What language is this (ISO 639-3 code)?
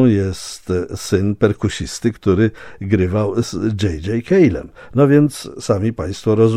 pol